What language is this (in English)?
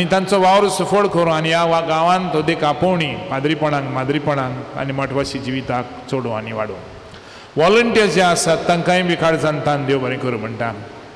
Konkani